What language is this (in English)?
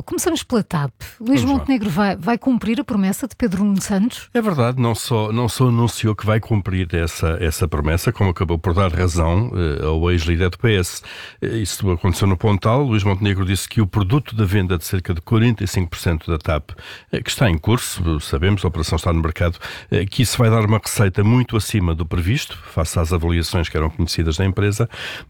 Portuguese